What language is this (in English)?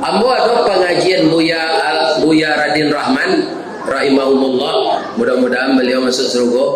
Minangkabau